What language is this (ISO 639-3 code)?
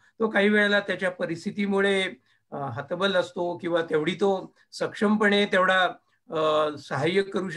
mar